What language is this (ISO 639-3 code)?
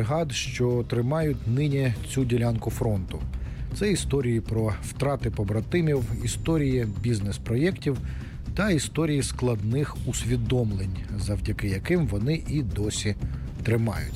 ukr